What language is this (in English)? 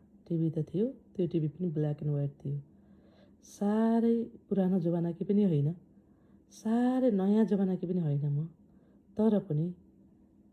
Nepali